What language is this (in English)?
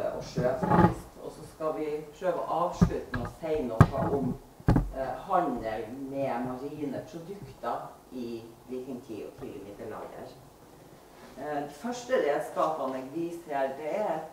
Norwegian